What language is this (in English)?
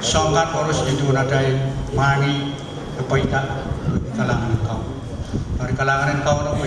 Pohnpeian